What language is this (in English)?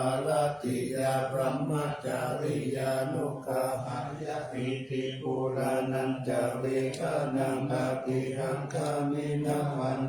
Pali